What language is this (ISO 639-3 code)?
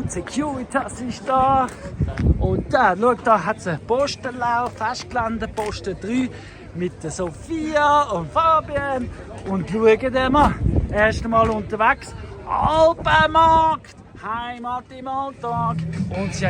gsw